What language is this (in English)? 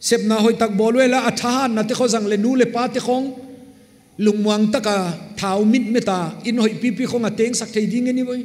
Paite Chin